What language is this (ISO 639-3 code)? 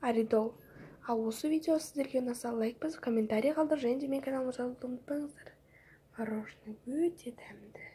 kaz